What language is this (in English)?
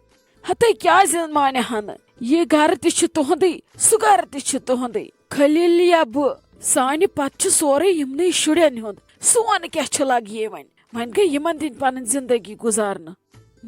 Kashmiri